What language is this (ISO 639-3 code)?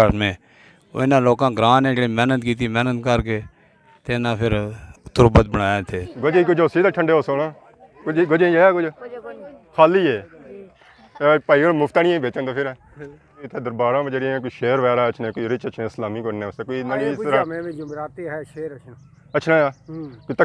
phr